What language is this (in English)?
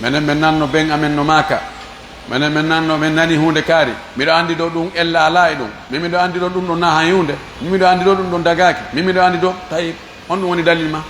Fula